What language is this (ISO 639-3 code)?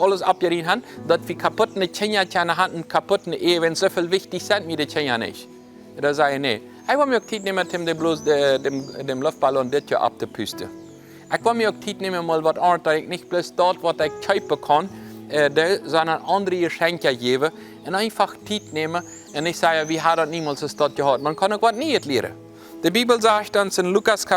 pdt